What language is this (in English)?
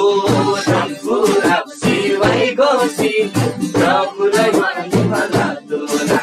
Eastern Tamang